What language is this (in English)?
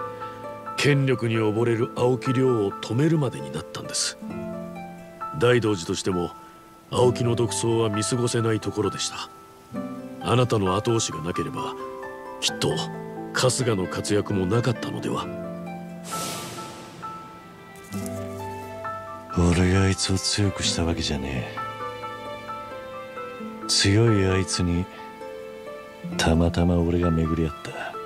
Japanese